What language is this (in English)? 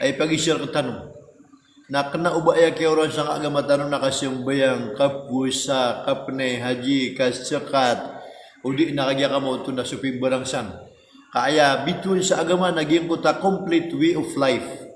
Maranao